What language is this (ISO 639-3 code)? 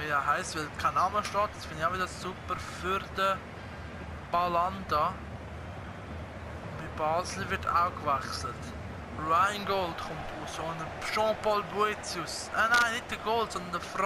gsw